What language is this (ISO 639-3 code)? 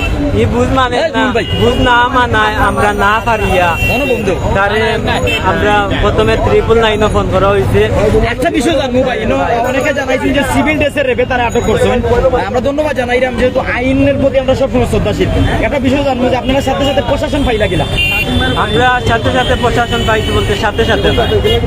syl